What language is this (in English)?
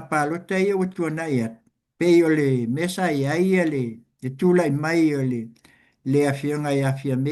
Samoan